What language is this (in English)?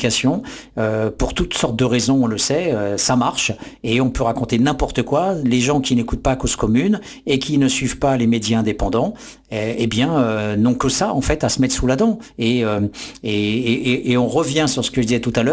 French